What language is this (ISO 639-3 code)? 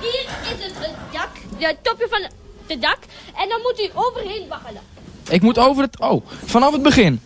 fry